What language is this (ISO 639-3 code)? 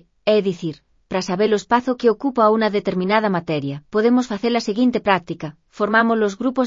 glg